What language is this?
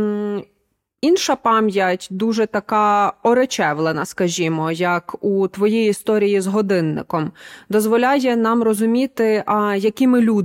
Ukrainian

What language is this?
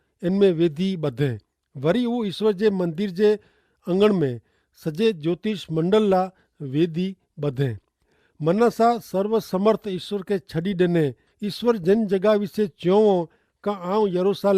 Kachhi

